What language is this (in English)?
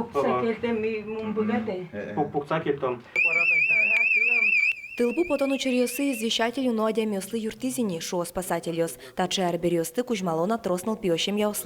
Udmurt